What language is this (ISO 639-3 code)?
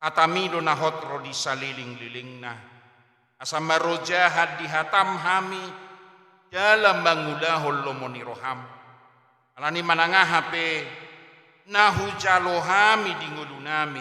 bbc